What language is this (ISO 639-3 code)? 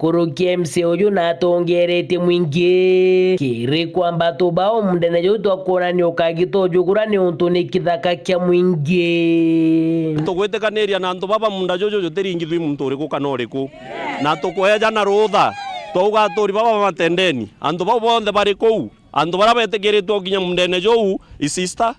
mer